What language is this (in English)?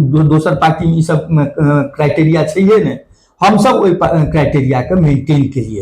Maithili